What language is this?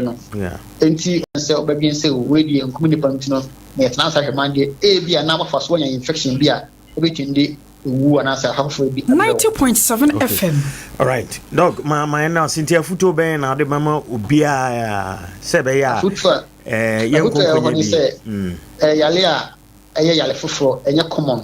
Akan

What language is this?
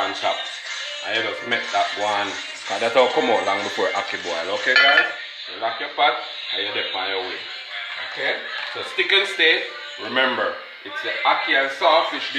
Jamaican Creole English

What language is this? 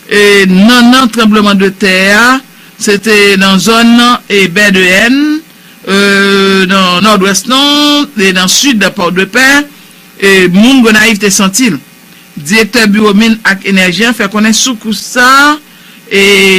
Haitian Creole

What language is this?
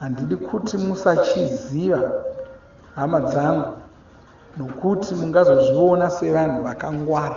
Shona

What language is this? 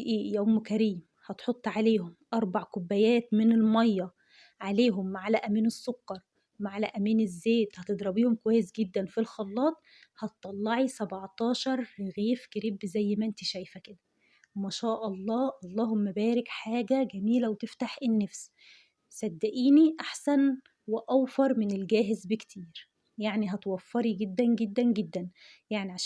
Egyptian Arabic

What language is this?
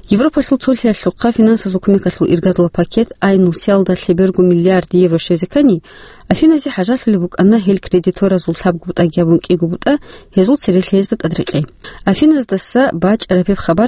Avaric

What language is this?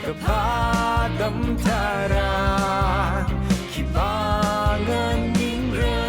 Tangkhul Naga (India)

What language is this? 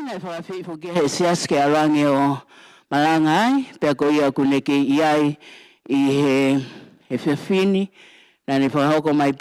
Tongan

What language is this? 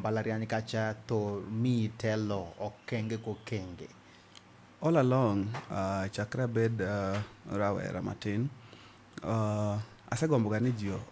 Luo (Kenya and Tanzania)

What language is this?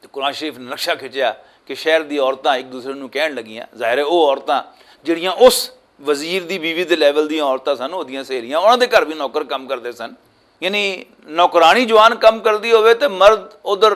Western Panjabi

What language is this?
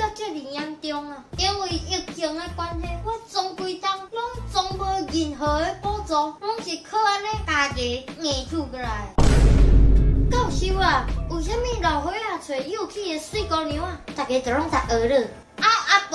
Min Nan Chinese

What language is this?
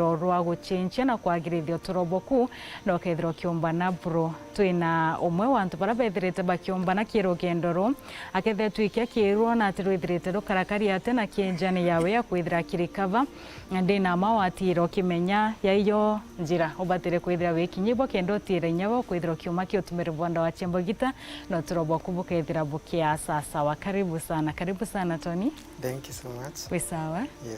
Meru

